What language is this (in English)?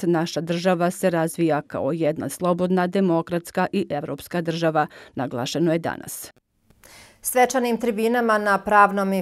Bosnian